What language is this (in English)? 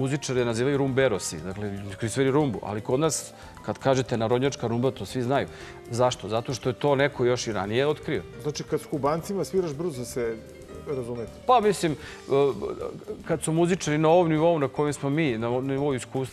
Serbian